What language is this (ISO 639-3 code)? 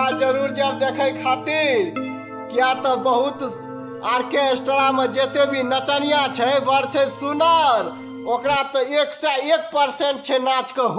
mai